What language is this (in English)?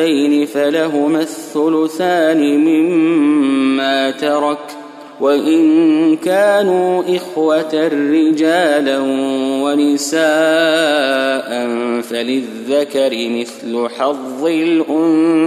Arabic